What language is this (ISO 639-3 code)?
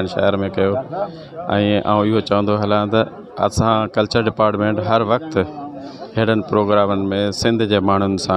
snd